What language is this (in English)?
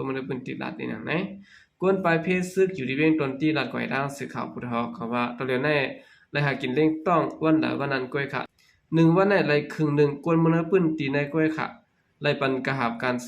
Shan